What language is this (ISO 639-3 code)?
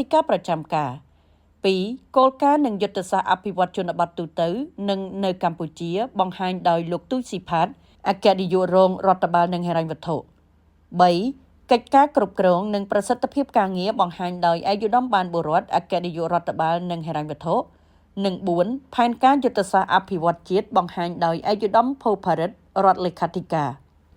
khm